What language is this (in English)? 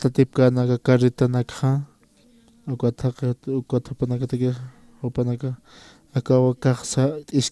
Aymara